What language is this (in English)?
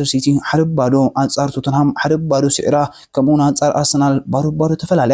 Tigrinya